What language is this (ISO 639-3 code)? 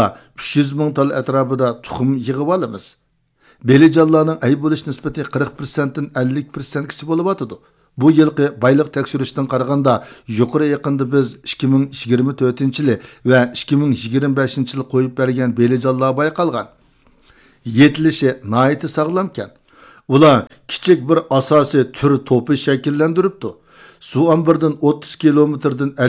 uig